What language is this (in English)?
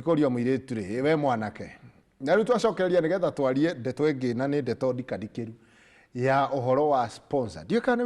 Kikuyu